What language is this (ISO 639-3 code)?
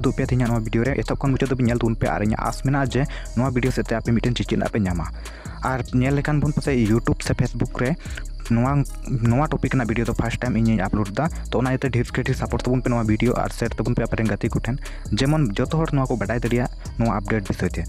sat